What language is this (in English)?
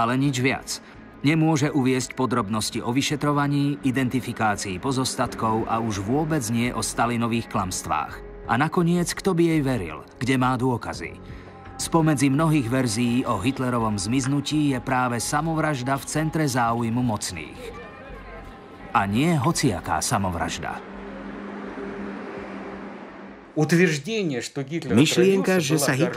Slovak